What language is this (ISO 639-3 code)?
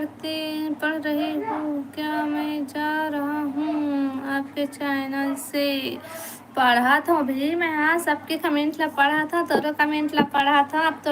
hne